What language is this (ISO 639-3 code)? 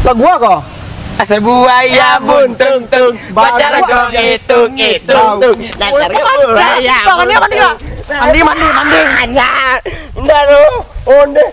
min